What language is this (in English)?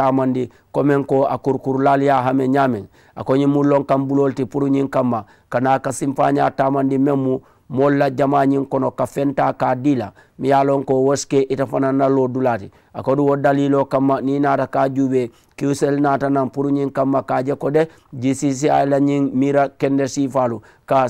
Mandingo